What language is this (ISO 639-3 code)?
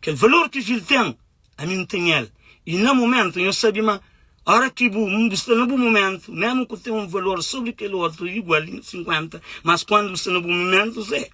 kea